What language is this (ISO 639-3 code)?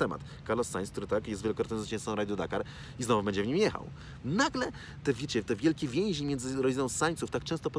pol